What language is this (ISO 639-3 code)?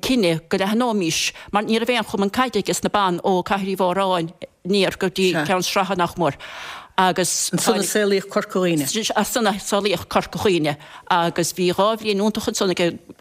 gle